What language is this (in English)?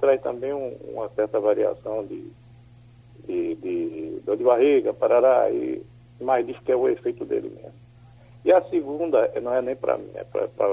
Portuguese